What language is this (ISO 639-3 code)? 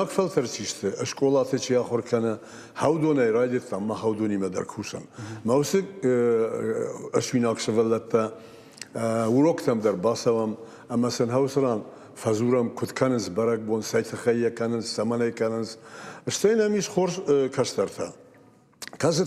oss